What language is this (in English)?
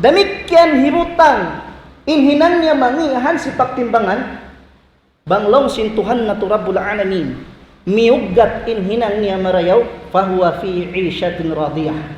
Tausug